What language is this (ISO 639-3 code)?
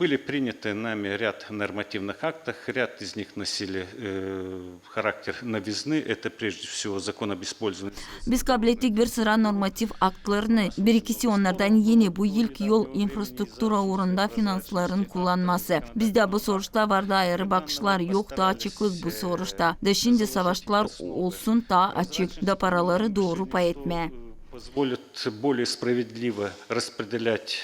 gag